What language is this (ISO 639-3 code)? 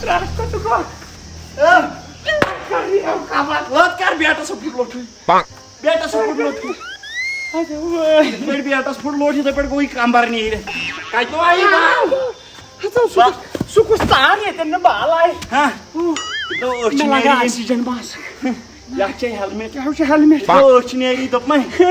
kas